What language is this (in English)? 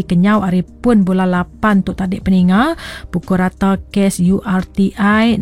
Iban